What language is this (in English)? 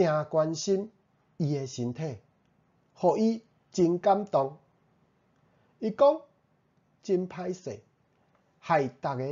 Min Nan Chinese